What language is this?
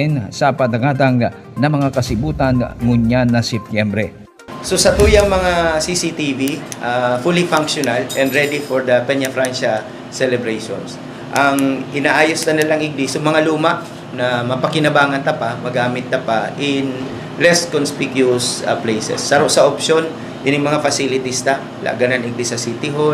Bikol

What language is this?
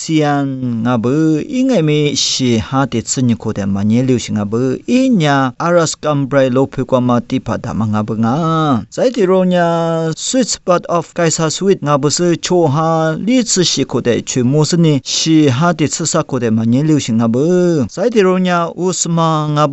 Lisu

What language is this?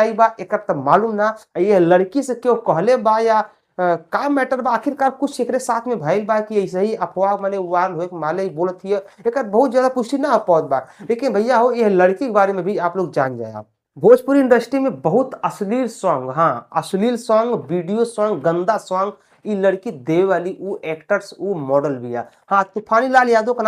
Bhojpuri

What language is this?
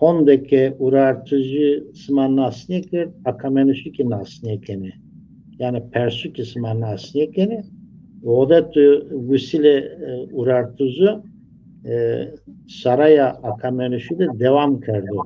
Zaza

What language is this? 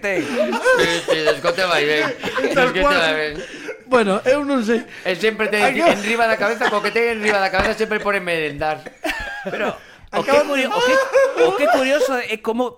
Galician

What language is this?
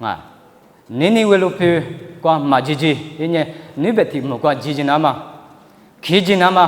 Lisu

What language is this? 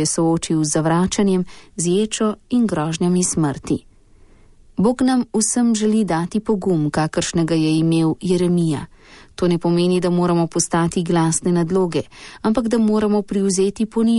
Slovenian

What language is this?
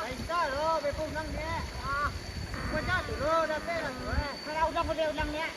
Minangkabau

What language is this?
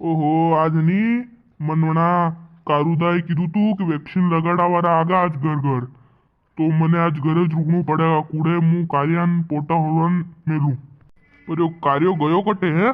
Rajasthani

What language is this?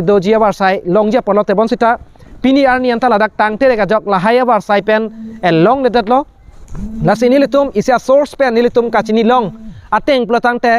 Karbi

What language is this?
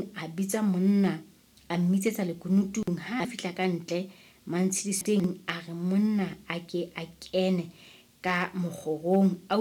Southern Sotho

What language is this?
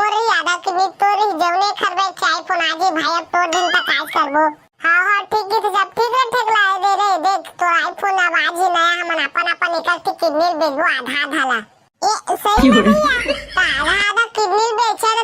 Chhattisgarhi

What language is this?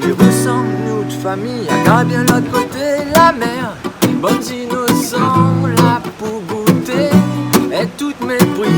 Réunion Creole French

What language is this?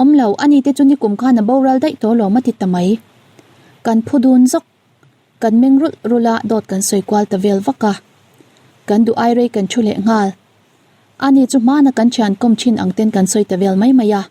Mizo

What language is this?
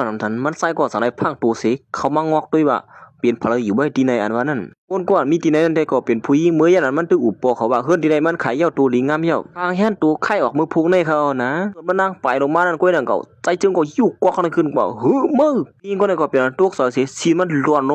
Shan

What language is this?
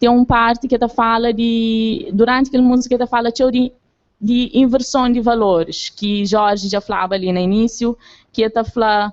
Kabuverdianu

